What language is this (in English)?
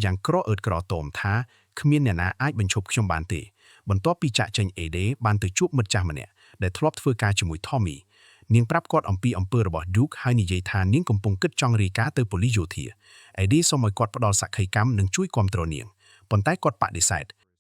Khmer